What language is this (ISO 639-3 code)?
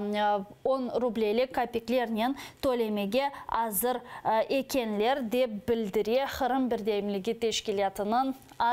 crh